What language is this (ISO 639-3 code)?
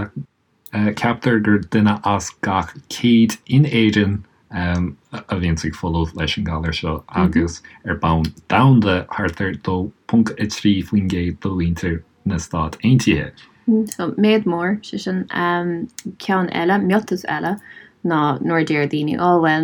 gle